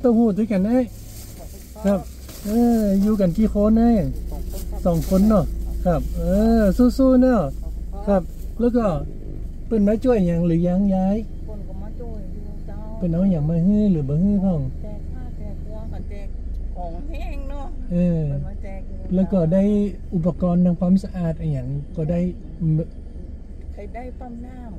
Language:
Thai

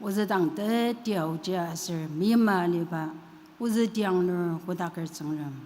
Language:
Ao Naga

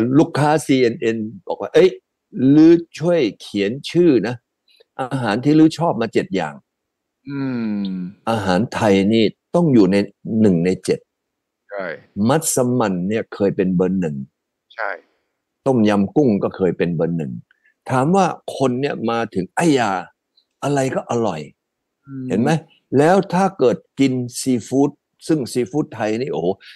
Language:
Thai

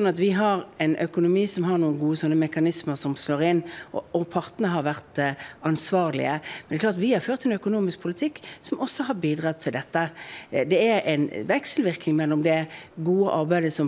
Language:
Norwegian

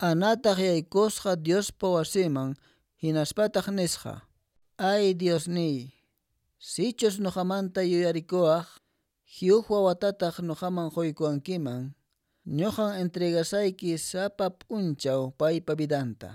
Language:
Quechua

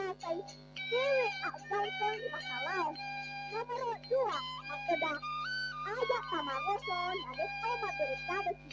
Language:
Buginese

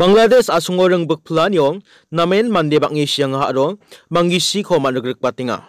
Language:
Garo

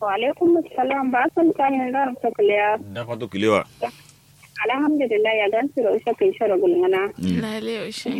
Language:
Kanuri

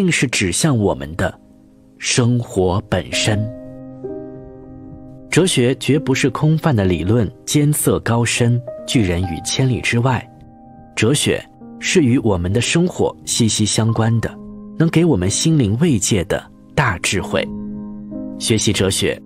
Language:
Chinese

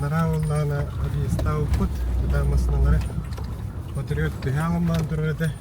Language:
Yakut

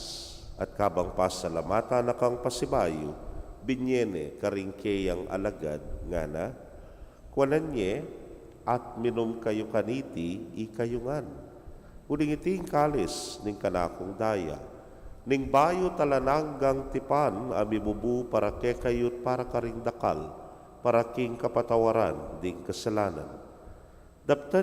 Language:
Pampanga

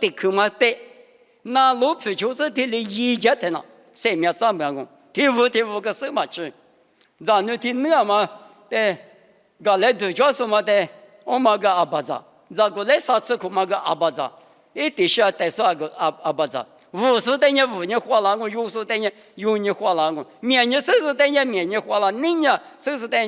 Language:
Lisu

